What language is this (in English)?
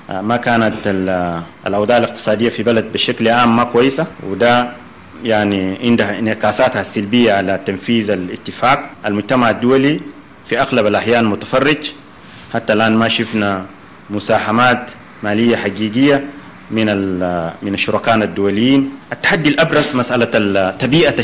Sudanese Arabic